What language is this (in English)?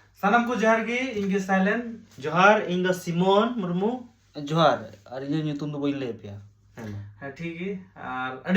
Santali